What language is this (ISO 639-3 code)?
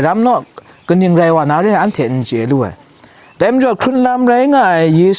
kac